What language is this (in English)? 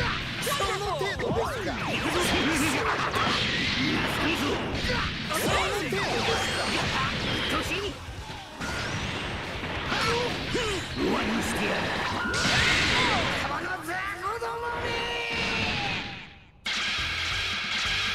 Japanese